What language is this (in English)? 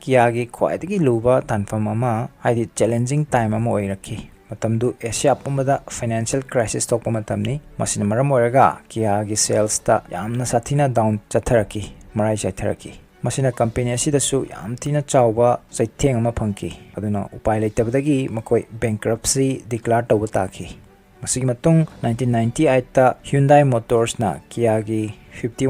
Manipuri